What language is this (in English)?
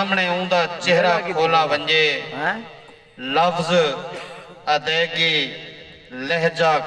Saraiki